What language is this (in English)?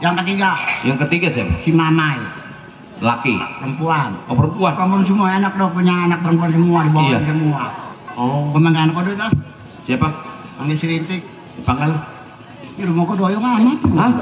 Betawi